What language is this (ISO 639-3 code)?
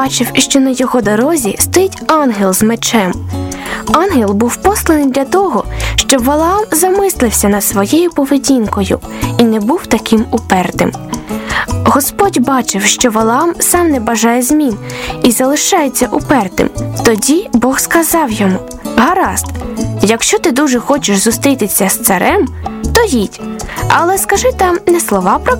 ukr